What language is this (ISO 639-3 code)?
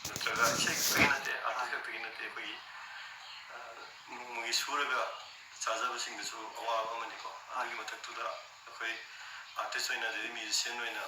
mni